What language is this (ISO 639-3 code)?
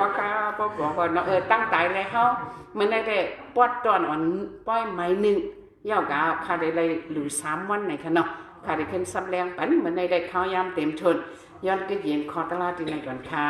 shn